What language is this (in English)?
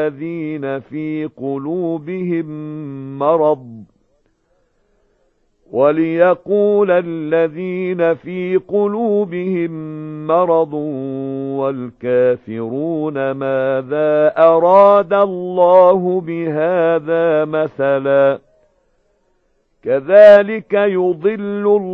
Arabic